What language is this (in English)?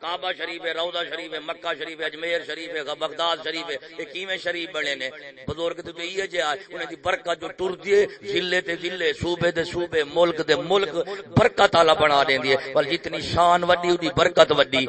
Saraiki